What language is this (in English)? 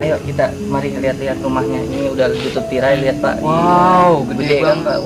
Betawi